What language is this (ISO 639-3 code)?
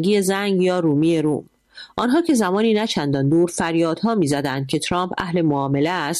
fas